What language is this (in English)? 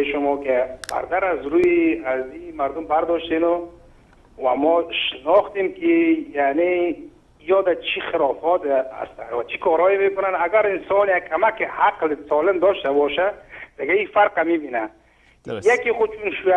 Persian